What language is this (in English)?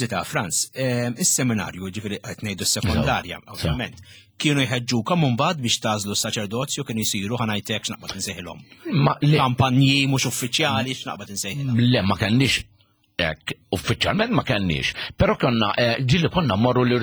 Maltese